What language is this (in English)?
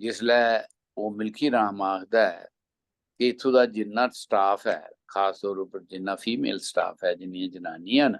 Dogri